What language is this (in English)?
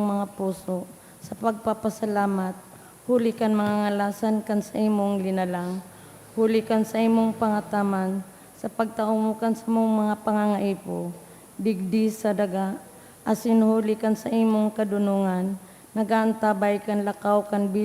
Bikol